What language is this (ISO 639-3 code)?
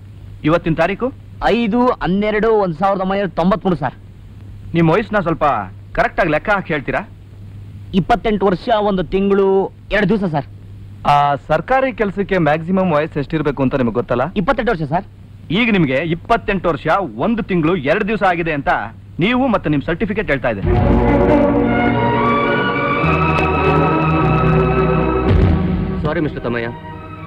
kan